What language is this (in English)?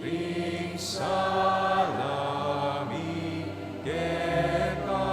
Pampanga